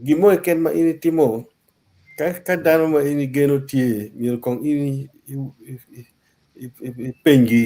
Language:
Acoli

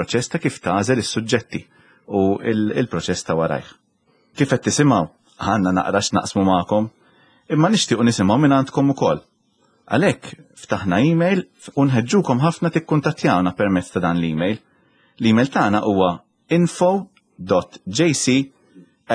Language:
Maltese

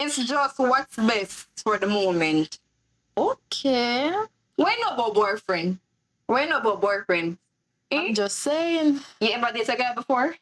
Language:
Jamaican Creole English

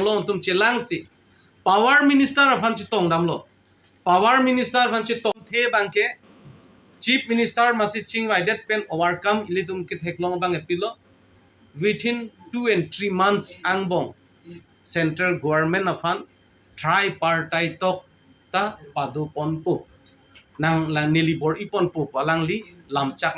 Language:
Karbi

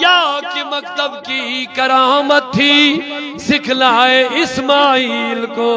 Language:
Kashmiri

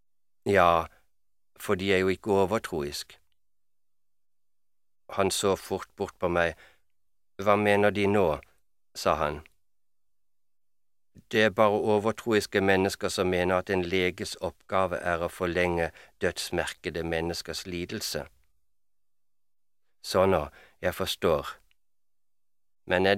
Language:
Norwegian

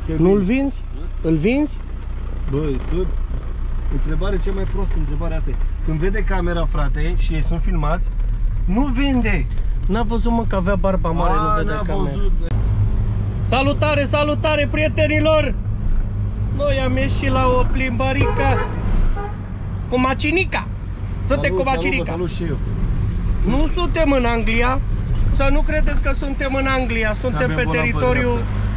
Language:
Romanian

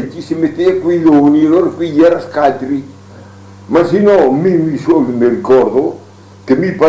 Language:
Venetian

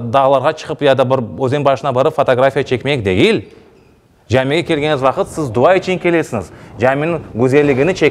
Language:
Crimean Tatar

